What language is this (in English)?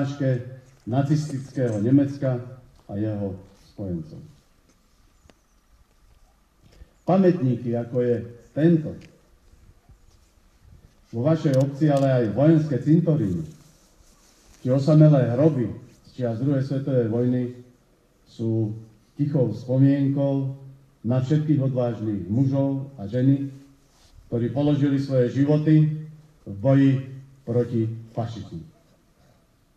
Slovak